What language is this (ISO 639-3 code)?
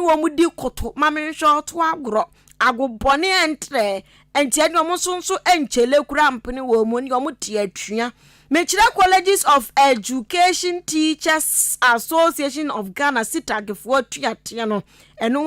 aka